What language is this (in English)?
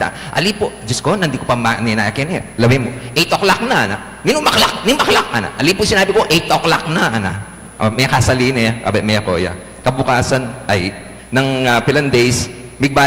Pampanga